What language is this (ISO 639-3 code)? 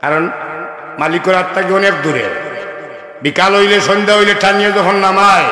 syl